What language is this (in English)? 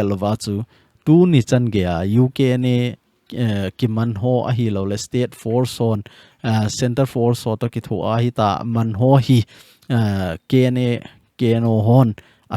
Thado Chin